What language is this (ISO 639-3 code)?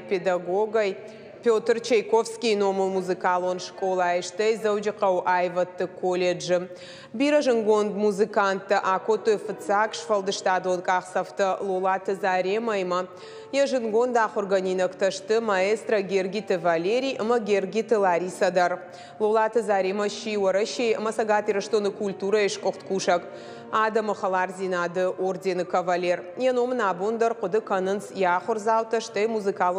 oss